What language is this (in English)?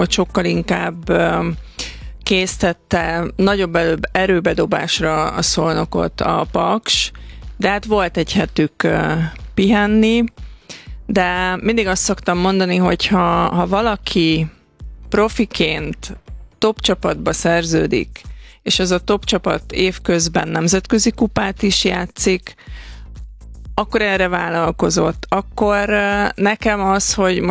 Hungarian